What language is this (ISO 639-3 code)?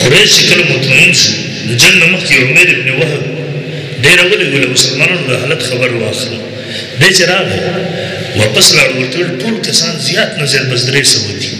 pus